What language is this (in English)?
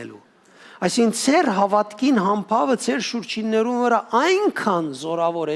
Western Armenian